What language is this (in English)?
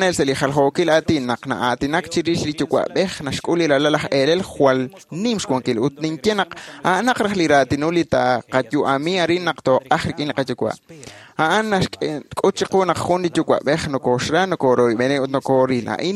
Kekchí